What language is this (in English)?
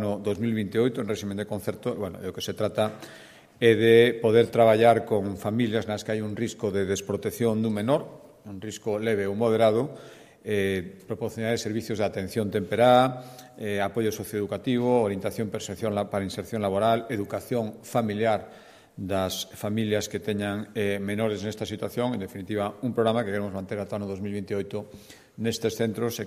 Galician